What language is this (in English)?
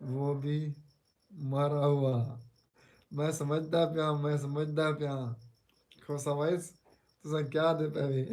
Saraiki